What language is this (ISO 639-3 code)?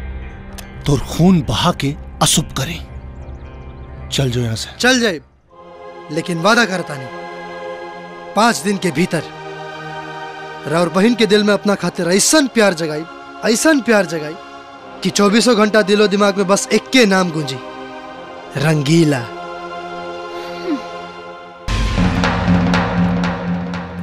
bho